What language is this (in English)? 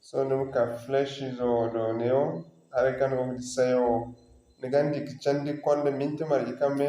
Zarma